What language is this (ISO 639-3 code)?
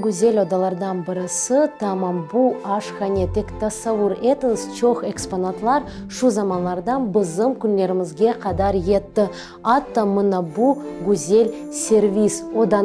crh